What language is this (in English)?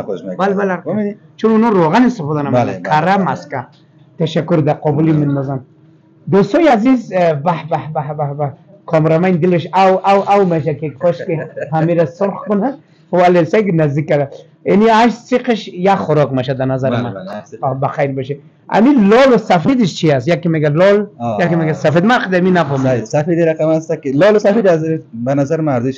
Persian